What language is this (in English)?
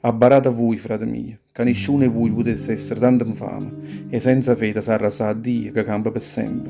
Neapolitan